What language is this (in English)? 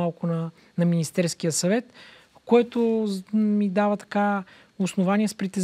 Bulgarian